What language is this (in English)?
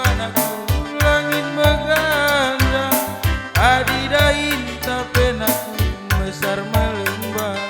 Batak Karo